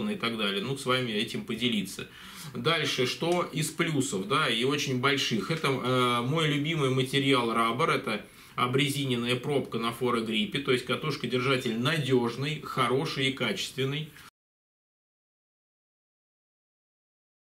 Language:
Russian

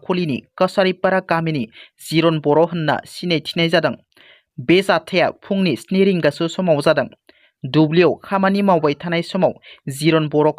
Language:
Bodo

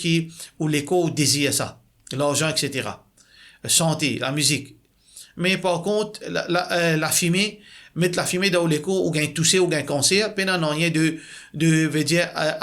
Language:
Morisyen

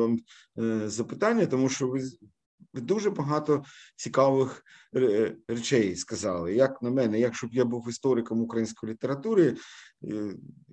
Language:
Ukrainian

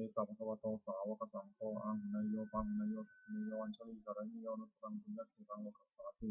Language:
Pali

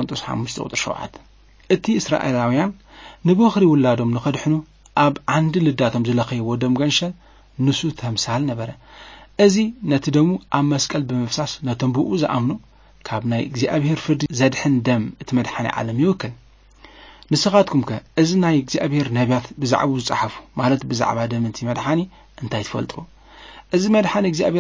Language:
Tigrinya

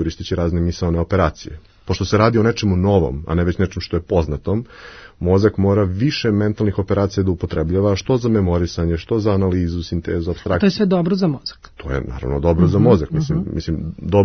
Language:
Serbian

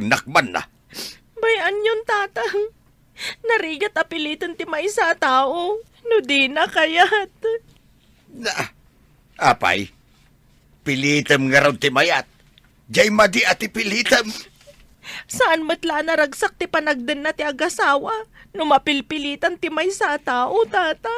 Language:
Iloko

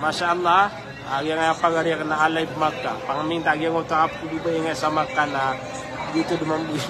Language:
Maranao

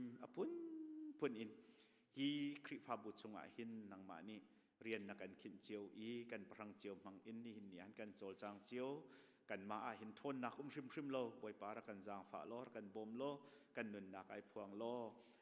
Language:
Hakha Chin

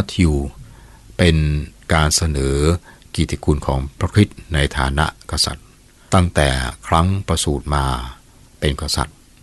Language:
Thai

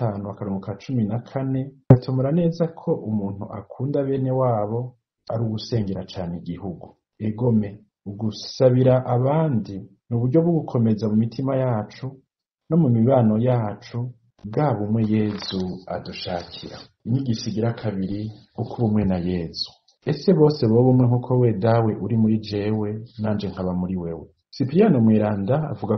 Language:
Rundi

